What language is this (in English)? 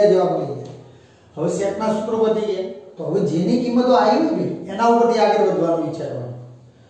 Gujarati